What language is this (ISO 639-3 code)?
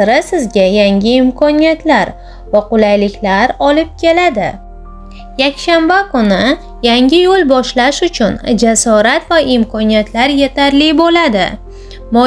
uzb